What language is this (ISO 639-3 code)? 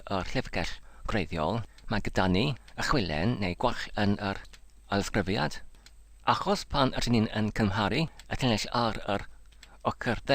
cym